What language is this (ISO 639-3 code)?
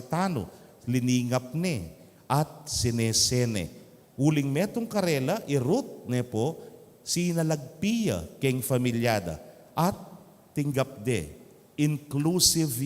pam